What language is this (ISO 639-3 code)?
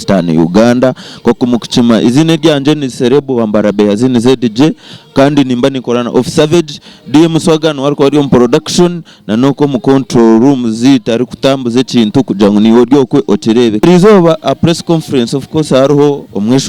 nyn